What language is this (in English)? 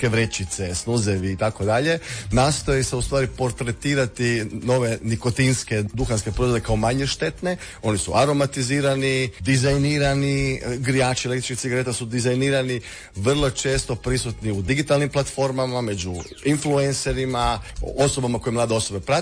Croatian